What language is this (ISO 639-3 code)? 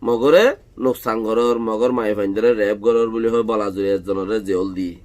rhg